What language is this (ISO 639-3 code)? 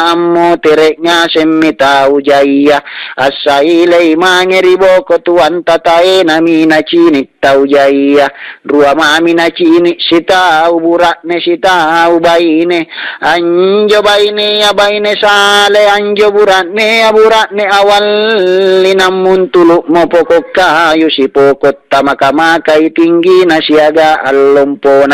mak